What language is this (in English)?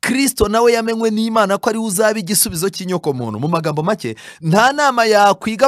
Kinyarwanda